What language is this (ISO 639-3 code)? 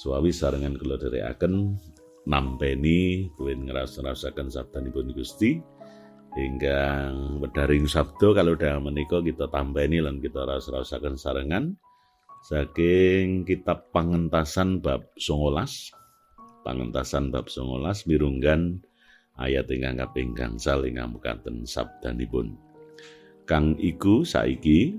jav